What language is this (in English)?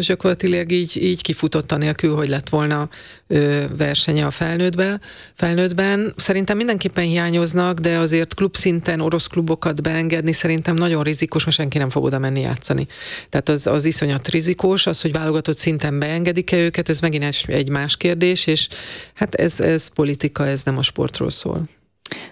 Hungarian